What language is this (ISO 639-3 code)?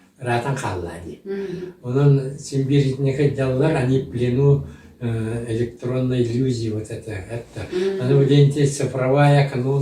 sah